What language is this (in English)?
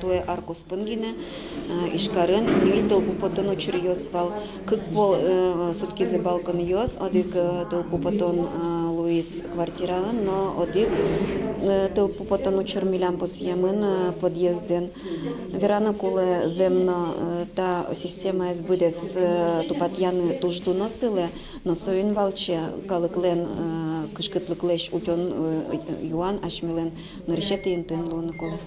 Udmurt